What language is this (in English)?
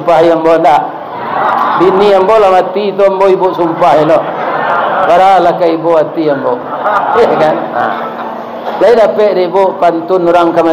Minangkabau